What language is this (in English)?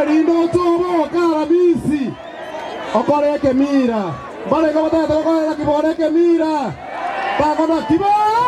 Gusii